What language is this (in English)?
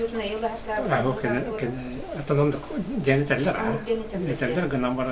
Yakut